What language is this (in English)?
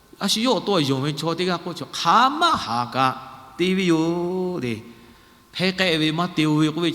Lahu